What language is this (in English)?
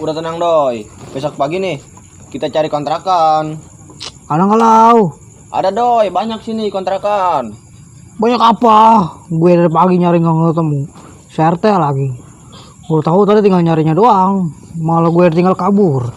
Betawi